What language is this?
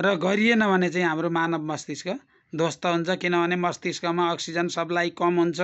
Nepali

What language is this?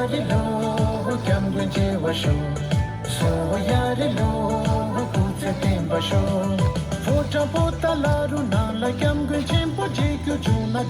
Tibetan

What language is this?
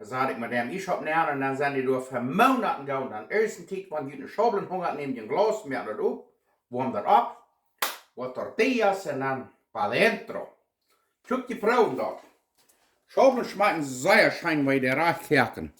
Plautdietsch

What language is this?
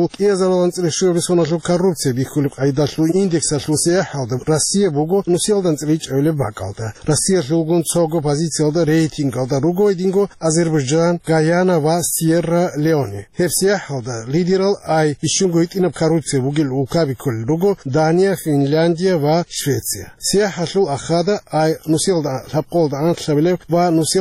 Avaric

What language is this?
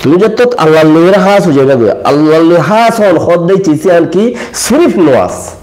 Rohingya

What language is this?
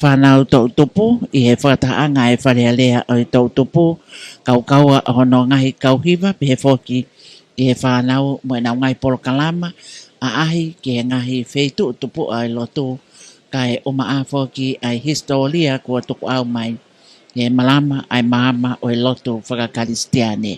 Tongan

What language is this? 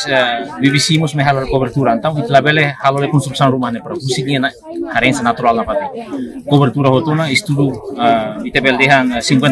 Tetum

